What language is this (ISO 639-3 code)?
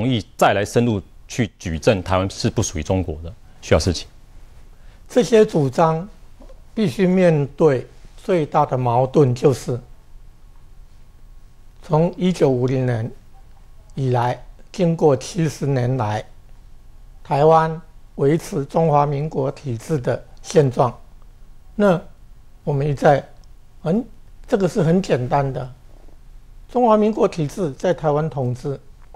zho